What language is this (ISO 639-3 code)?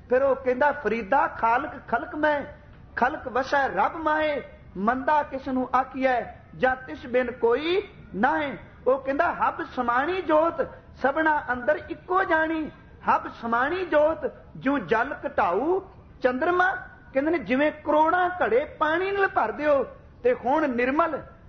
pan